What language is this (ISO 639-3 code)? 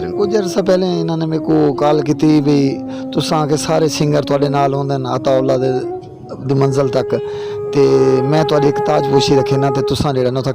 skr